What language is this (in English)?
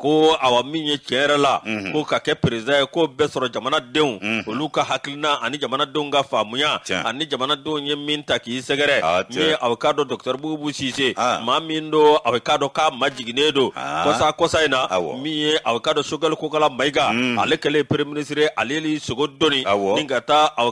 Bambara